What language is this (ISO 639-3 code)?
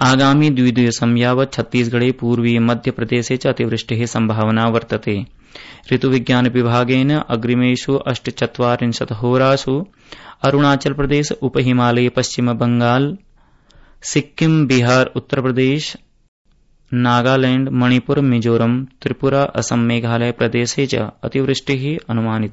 san